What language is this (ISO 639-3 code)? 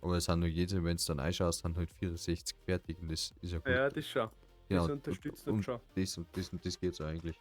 bar